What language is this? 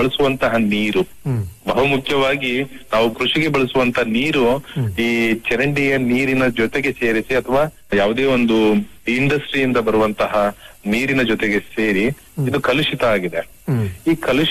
Kannada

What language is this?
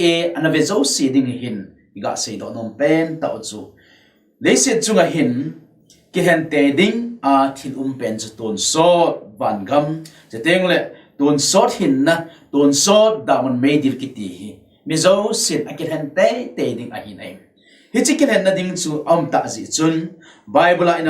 Thado Chin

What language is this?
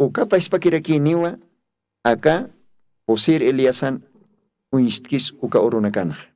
Aymara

